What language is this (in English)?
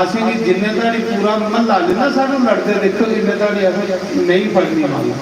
Dogri